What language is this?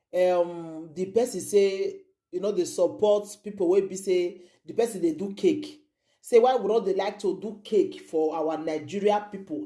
Nigerian Pidgin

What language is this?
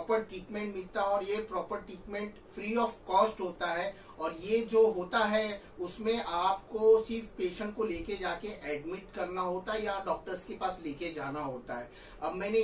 Hindi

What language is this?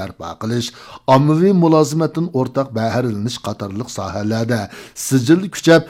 Uyghur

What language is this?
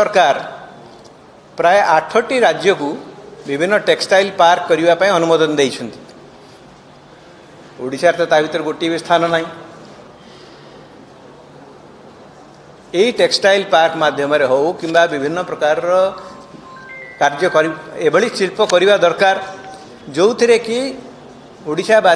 Odia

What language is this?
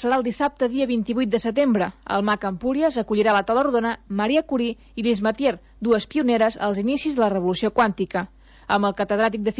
Catalan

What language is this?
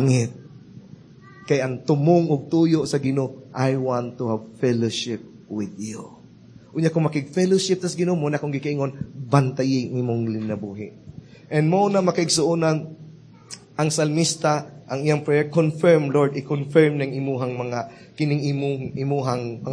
Cebuano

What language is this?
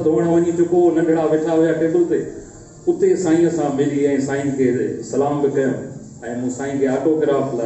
Sindhi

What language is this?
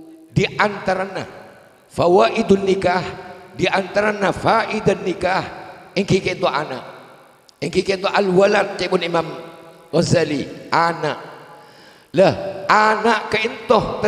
Madurese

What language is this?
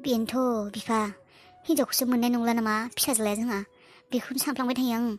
Bodo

